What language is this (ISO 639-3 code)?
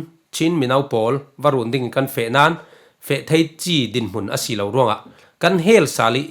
cfm